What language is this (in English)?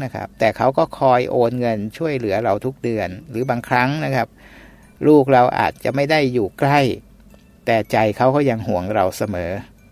Thai